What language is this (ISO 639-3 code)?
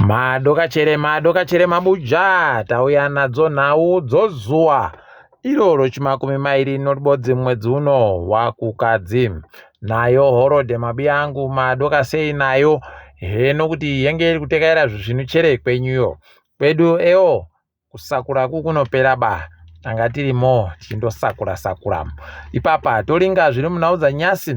ndc